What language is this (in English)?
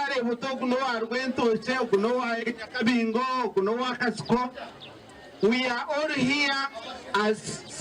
Nyankole